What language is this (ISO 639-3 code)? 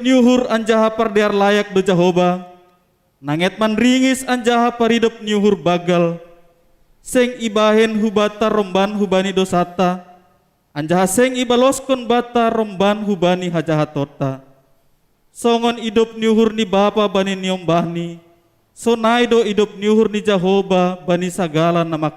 bts